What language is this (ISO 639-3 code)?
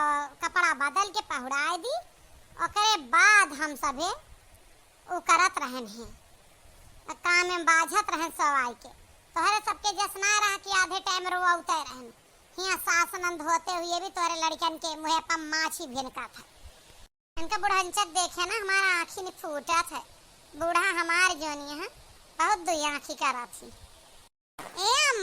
awa